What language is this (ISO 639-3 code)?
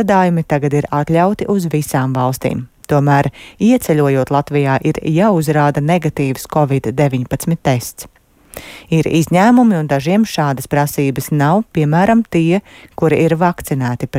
lav